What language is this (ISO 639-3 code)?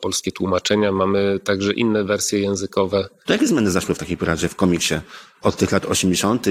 pol